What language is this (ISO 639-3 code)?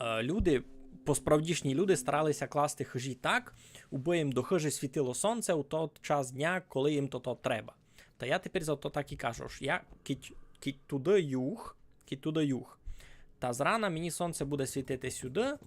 rue